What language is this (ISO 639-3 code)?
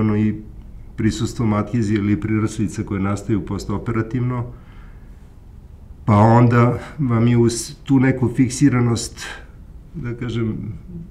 srp